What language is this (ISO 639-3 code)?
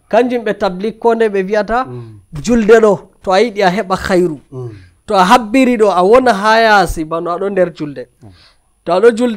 fuv